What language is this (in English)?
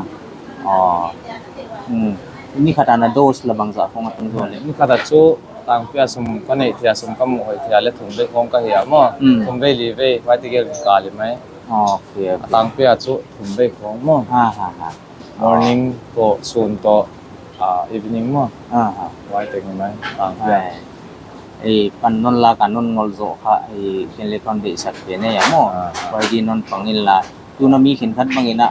Paite Chin